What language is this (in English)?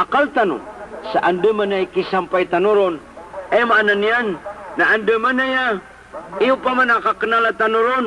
Maranao